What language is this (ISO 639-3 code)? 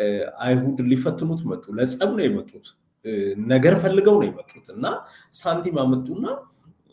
amh